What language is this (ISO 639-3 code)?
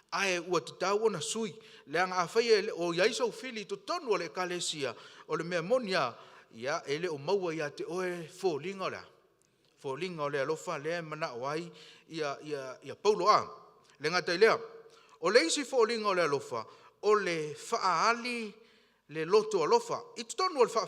smo